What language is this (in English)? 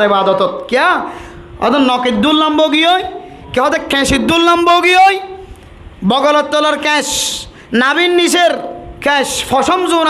Rohingya